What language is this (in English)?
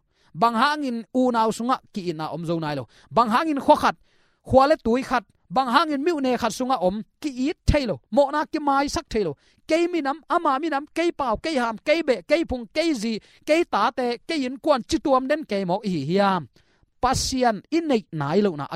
Tedim Chin